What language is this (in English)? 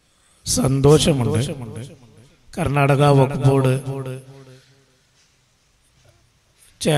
Malayalam